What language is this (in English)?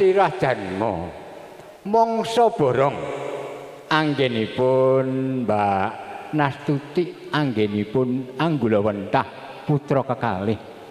Javanese